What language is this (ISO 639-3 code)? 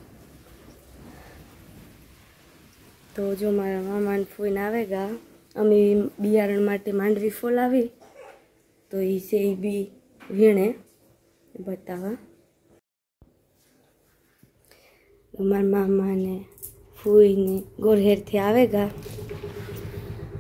guj